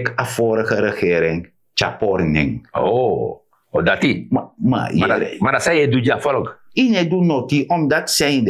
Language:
Sranan Tongo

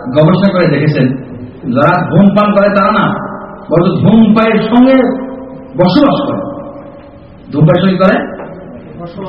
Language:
Bangla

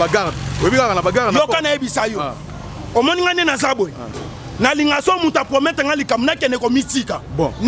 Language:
Lingala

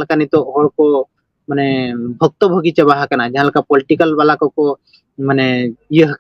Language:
Santali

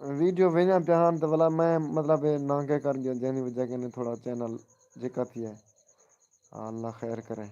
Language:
Saraiki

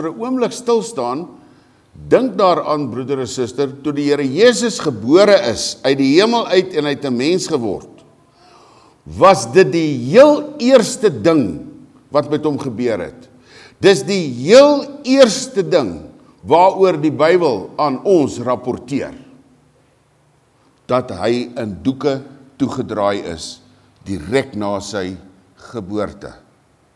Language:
Afrikaans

